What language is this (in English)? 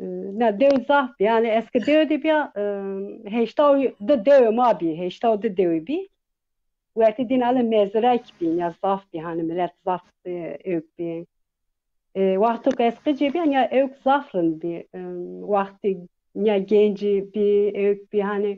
Zaza